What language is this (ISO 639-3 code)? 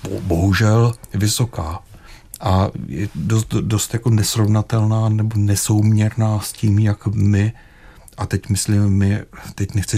ces